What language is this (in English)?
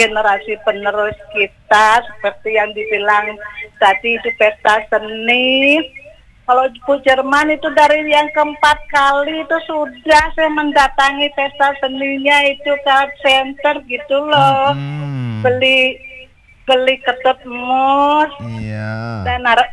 Indonesian